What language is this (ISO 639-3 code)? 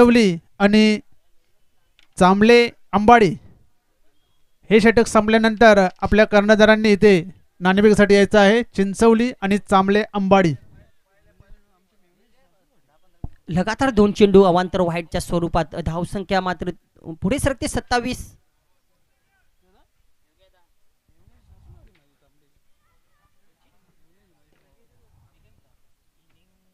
mar